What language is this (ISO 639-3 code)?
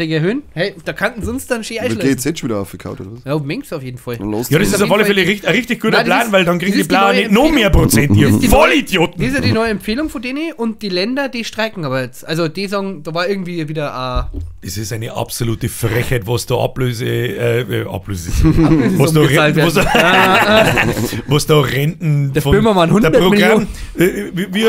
bar